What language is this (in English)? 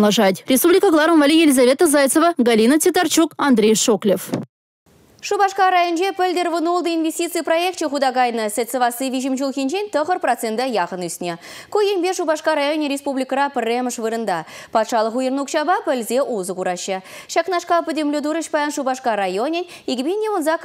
Chuvash